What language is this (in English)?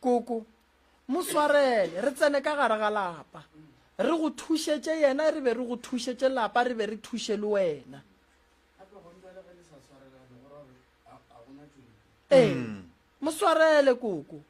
Northern Sotho